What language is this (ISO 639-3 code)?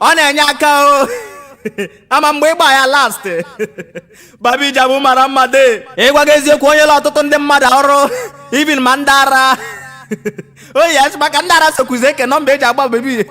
ibo